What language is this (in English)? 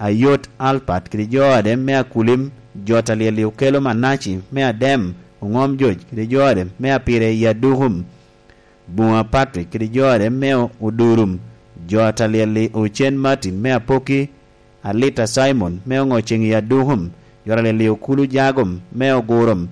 Lango (Uganda)